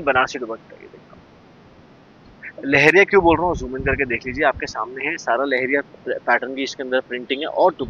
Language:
Hindi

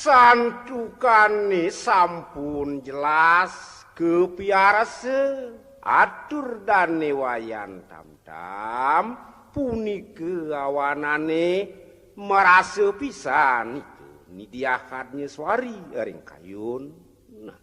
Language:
Balinese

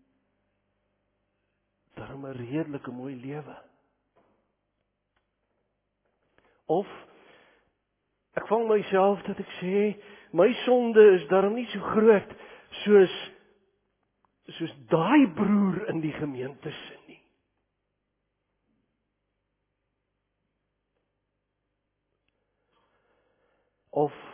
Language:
Afrikaans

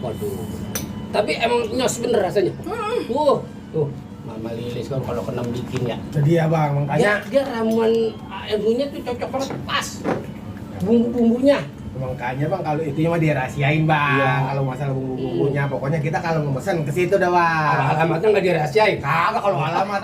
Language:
Betawi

